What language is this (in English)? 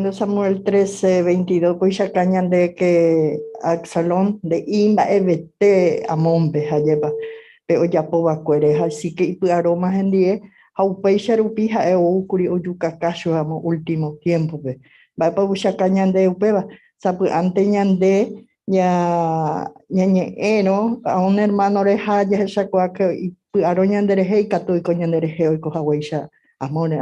Guarani